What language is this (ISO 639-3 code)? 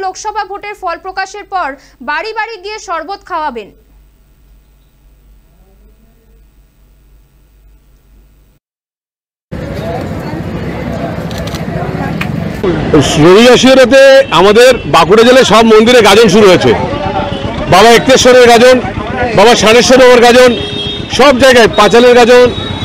ben